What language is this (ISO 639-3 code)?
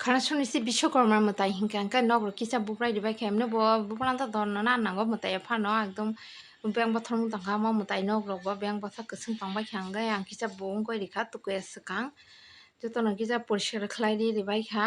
trp